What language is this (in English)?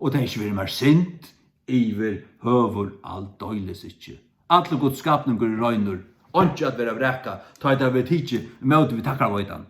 Faroese